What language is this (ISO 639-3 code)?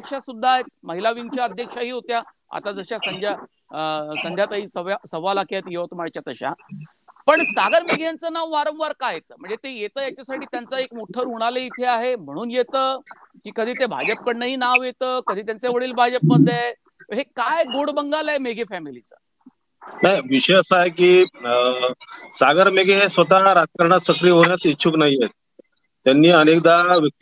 mar